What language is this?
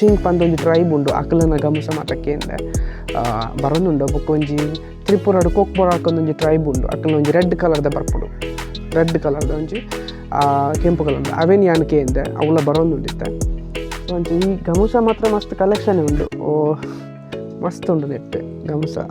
Tulu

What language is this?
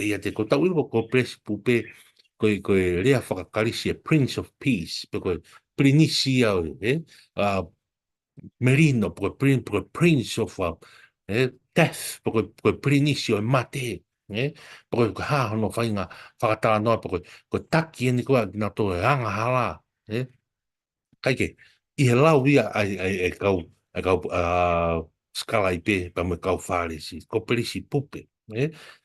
Tongan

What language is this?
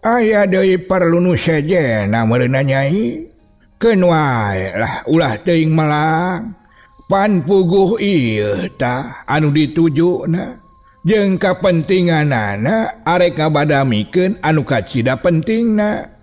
Sundanese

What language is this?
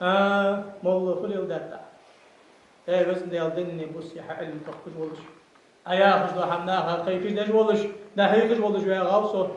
Ingush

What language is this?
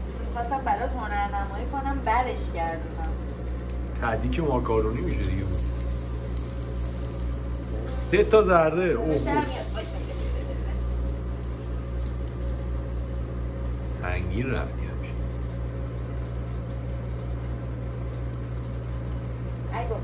Persian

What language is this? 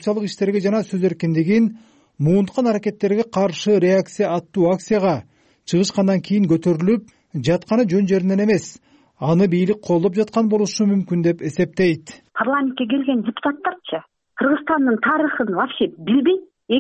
Kyrgyz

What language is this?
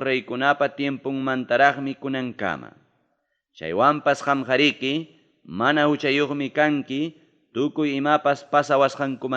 Ayacucho Quechua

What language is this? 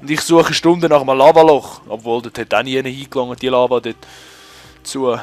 Swiss German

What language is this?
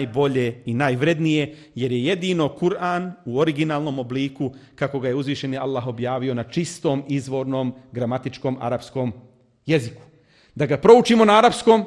Bosnian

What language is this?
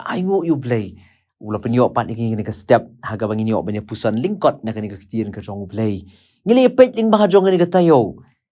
Khasi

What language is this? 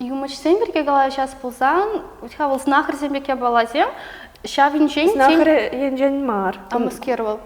Chuvash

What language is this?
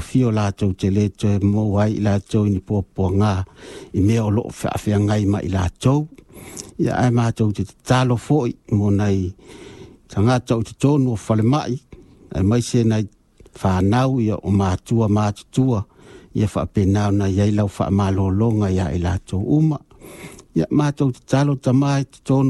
Samoan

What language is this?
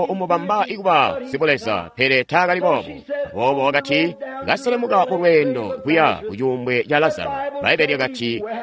Tonga (Zambia)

